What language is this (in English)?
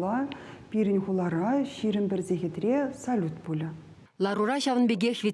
Chuvash